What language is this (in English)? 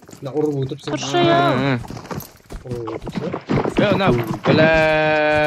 Kara-Kalpak